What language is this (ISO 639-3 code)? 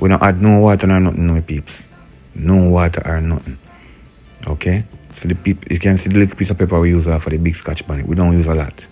jam